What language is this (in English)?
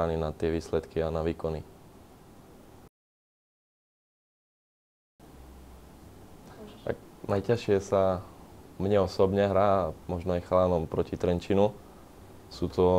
Slovak